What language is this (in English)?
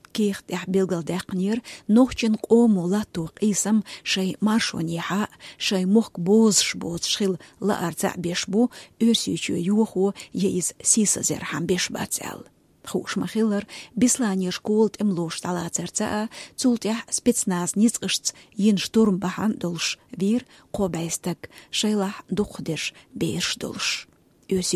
Chechen